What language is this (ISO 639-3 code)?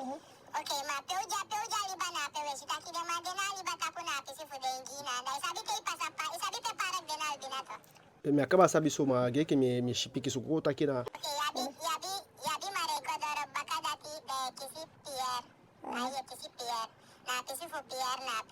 djk